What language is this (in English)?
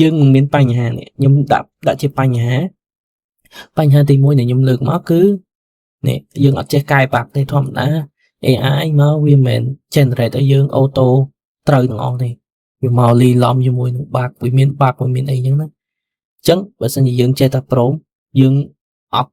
Khmer